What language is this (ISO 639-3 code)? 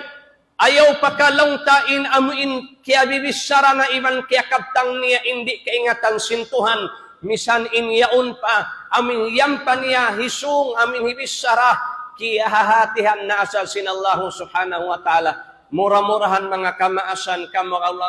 tsg